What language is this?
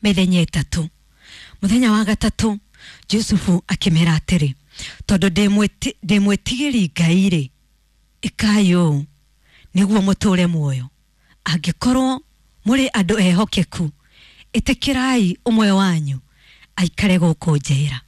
Kikuyu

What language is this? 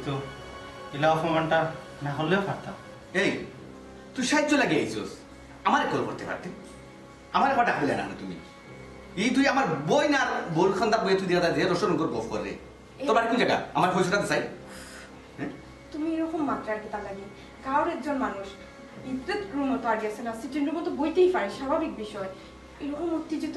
Sylheti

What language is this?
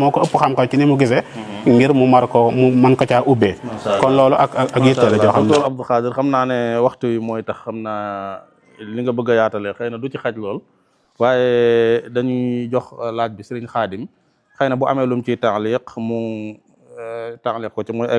Wolof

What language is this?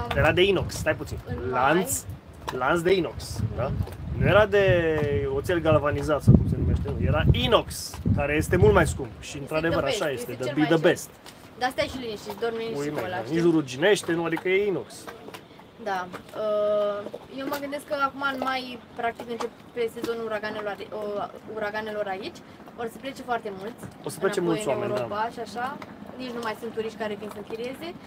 Romanian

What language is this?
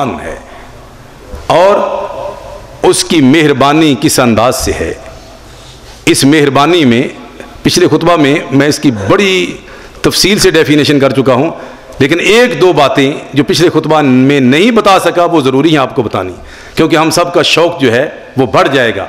Urdu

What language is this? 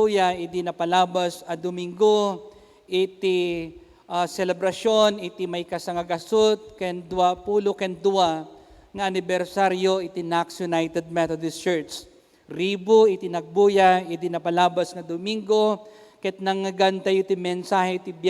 Iloko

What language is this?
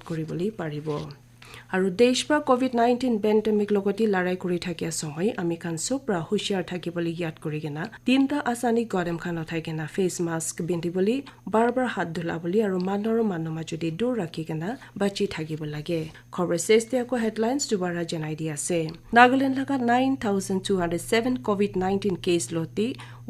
Naga Pidgin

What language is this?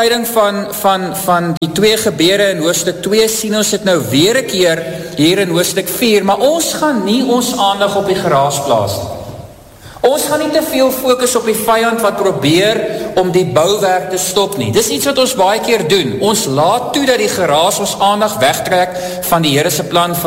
Afrikaans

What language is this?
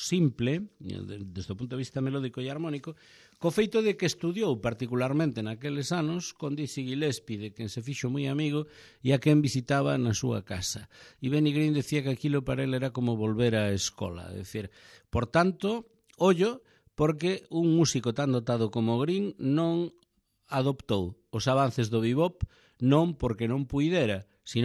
Galician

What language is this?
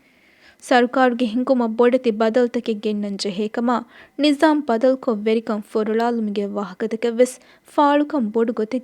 Divehi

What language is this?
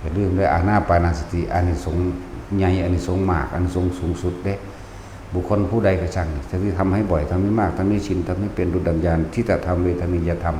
Northeastern Thai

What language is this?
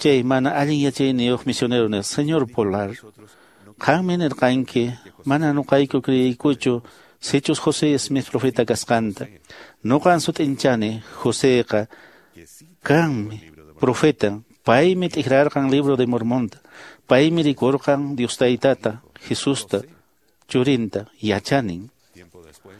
Quechua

